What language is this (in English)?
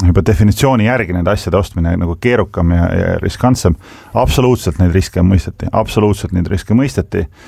Estonian